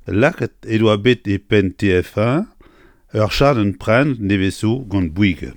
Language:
Breton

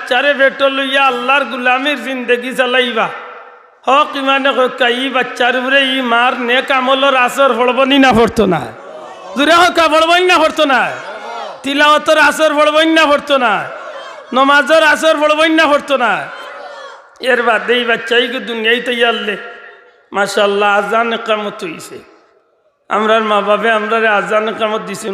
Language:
Sylheti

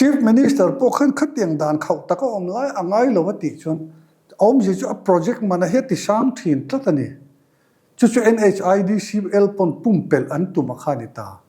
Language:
Mizo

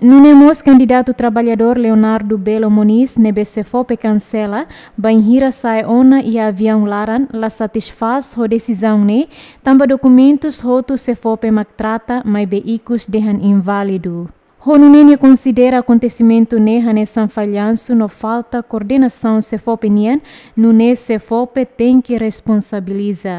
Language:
Tetum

